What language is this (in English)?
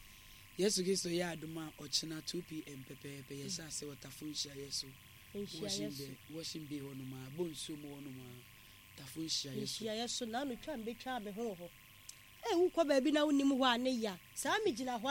Akan